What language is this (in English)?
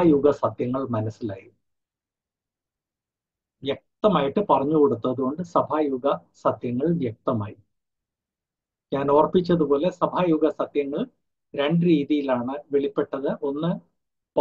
Malayalam